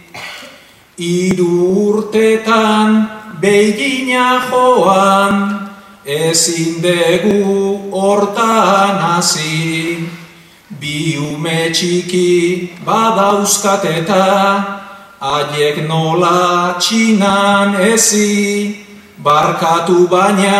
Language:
Basque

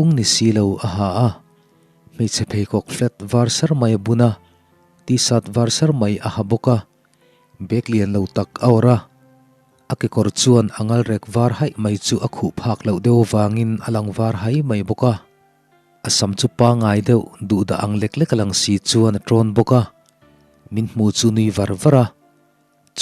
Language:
Mizo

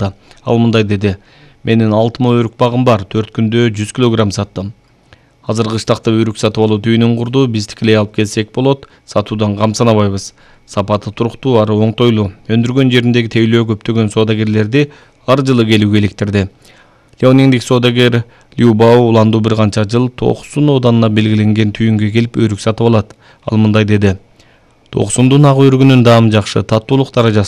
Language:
Kyrgyz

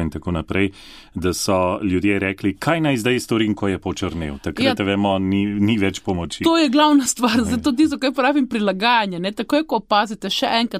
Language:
Slovenian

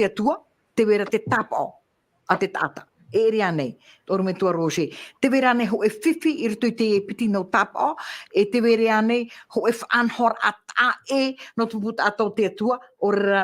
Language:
Tahitian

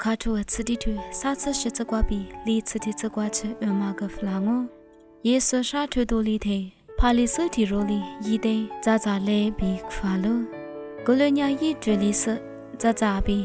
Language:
Lisu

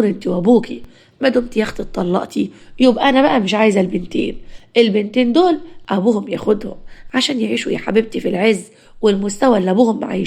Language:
Egyptian Arabic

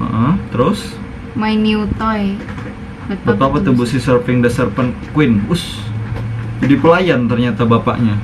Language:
Banjar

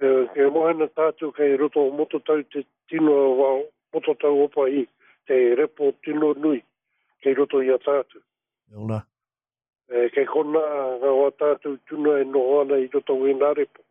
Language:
Māori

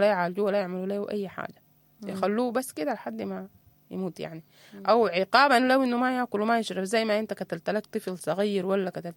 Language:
Sudanese Arabic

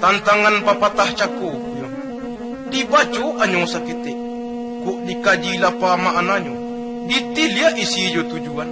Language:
Minangkabau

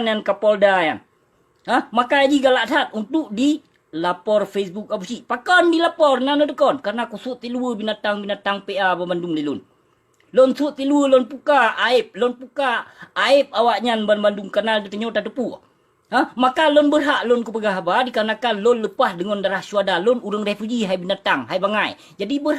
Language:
Achinese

